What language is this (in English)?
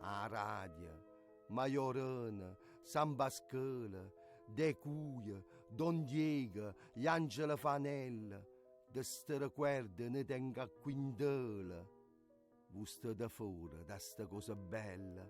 Neapolitan